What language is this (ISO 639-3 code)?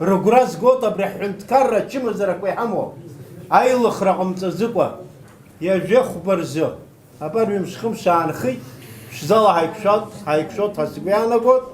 abk